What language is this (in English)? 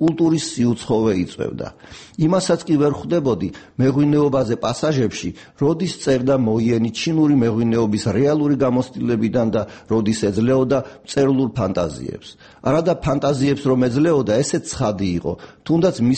Georgian